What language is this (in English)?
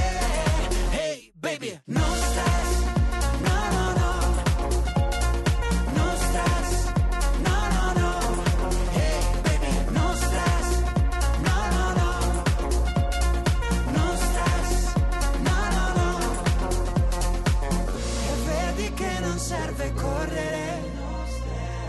Italian